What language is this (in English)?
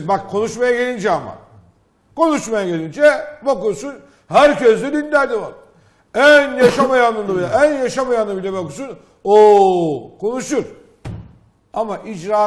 Turkish